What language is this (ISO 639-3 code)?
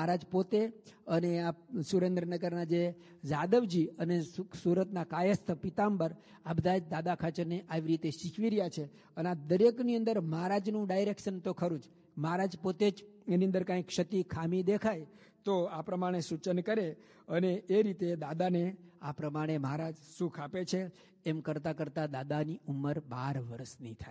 guj